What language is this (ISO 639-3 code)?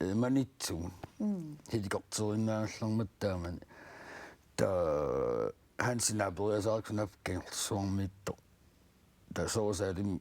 kal